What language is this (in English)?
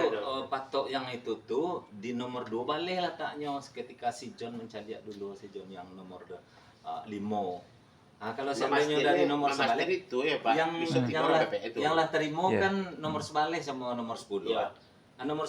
Minangkabau